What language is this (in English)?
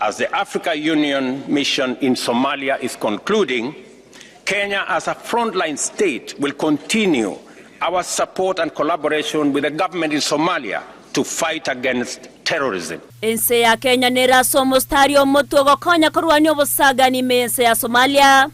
Gusii